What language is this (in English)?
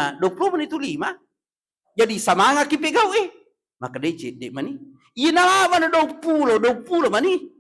Buginese